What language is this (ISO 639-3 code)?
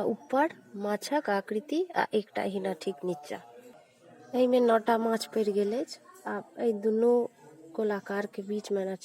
mai